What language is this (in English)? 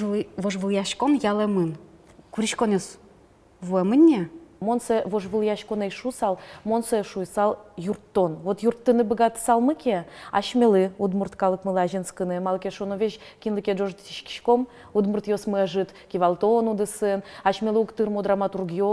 Udmurt